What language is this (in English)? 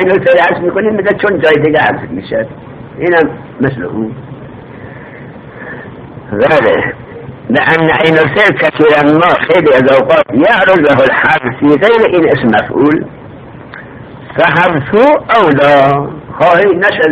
Persian